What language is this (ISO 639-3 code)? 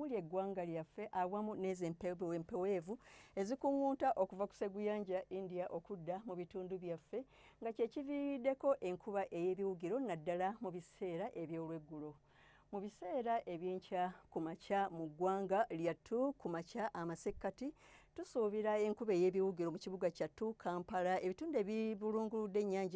lug